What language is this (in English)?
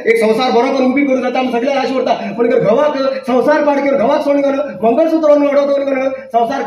Konkani